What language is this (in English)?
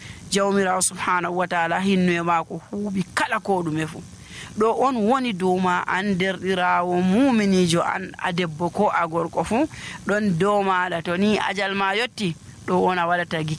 Nigerian Fulfulde